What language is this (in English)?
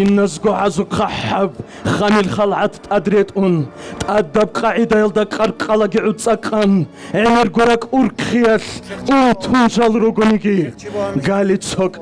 Avaric